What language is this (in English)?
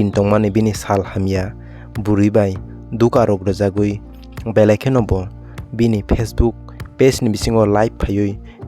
Kok Borok